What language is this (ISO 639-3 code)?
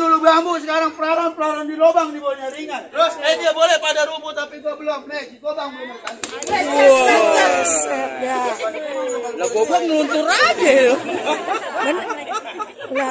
bew